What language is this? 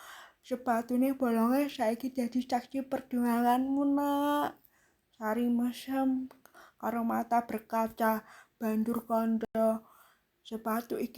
Javanese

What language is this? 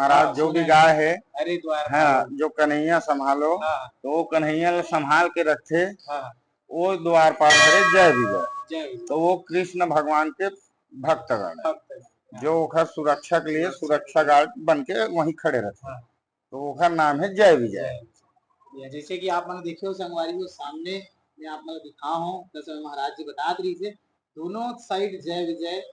Chhattisgarhi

